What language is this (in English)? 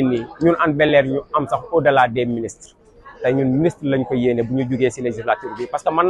Wolof